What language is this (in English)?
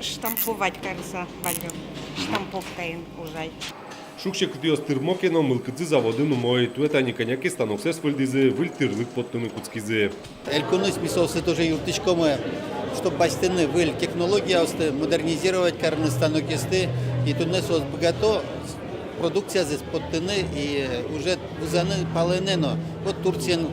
Udmurt